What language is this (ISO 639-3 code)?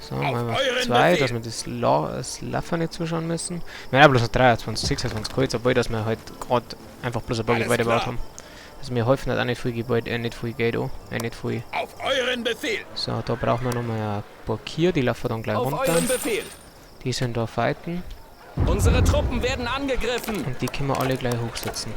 bar